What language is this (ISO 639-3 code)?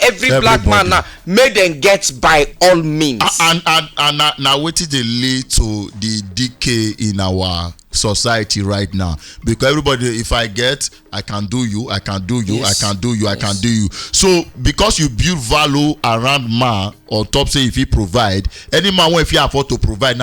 pcm